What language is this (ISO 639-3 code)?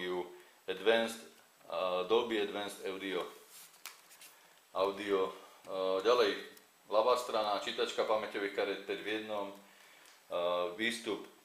slk